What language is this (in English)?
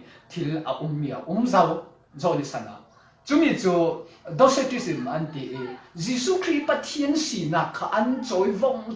Falam Chin